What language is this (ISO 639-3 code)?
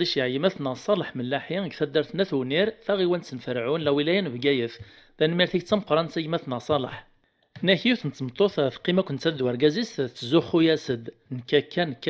kab